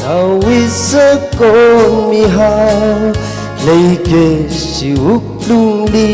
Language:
Tangkhul Naga (India)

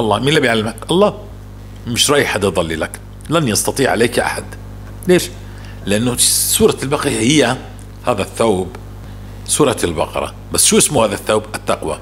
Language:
North Levantine Arabic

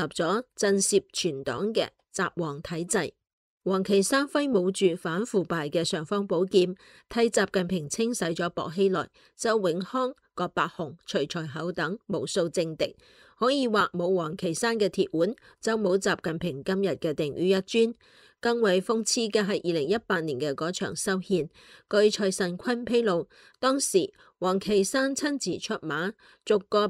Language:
Cantonese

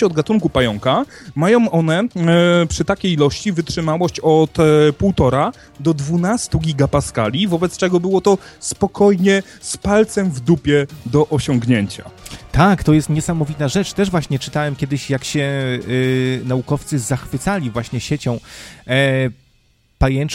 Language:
Polish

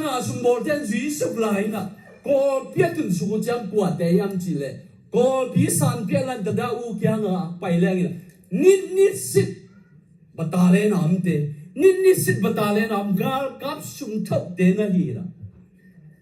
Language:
Tedim Chin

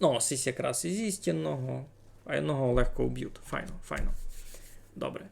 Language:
Rusyn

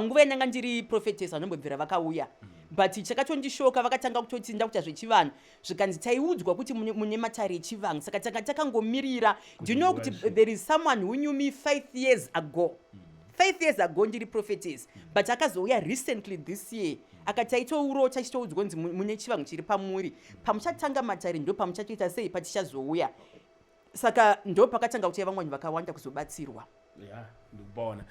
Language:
Shona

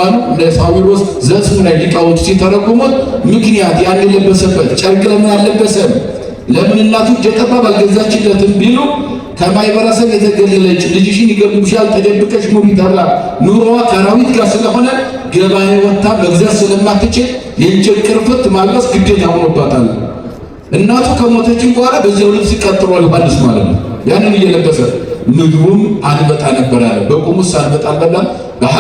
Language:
Amharic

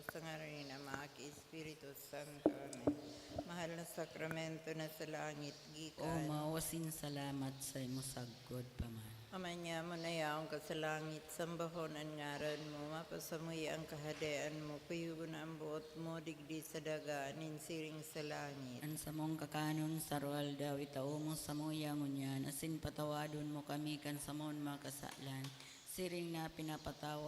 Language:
Bikol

